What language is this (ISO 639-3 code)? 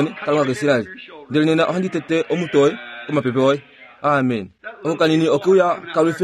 kua